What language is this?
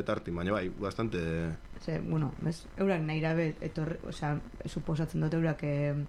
Basque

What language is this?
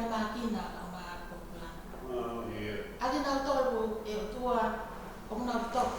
Tongan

